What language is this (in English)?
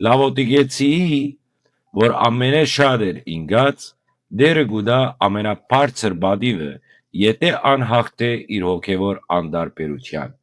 Western Armenian